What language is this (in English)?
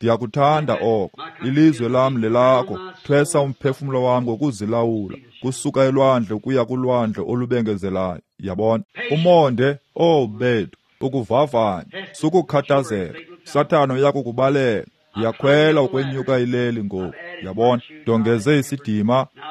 Xhosa